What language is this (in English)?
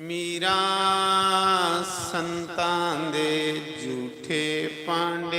Dogri